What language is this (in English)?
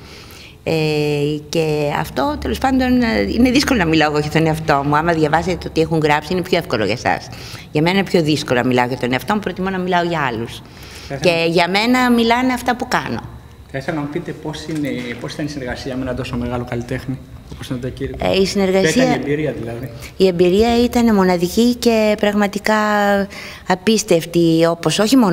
Greek